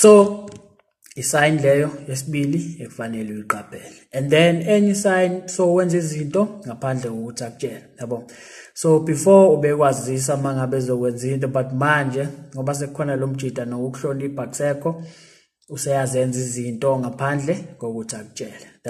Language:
Zulu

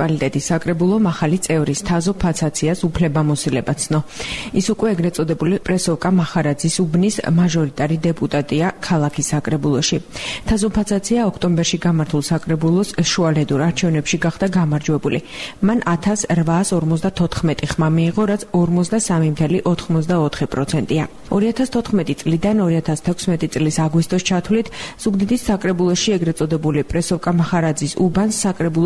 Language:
Georgian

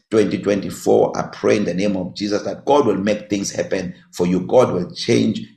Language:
English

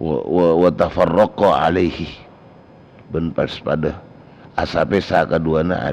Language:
Madurese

